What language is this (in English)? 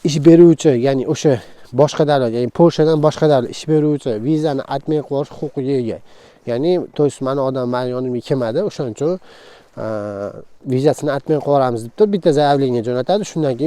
Uzbek